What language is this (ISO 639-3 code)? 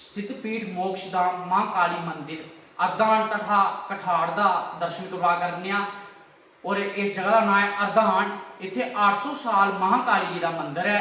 doi